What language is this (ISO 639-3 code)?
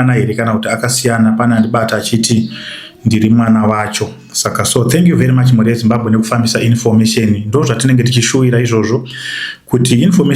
sna